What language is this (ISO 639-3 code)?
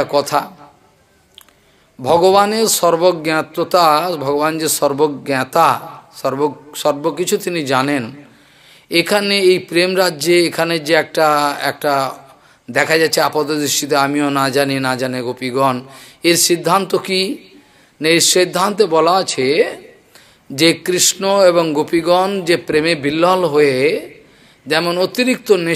ben